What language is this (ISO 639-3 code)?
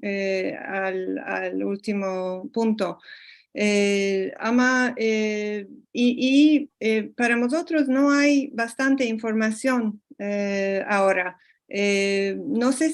lad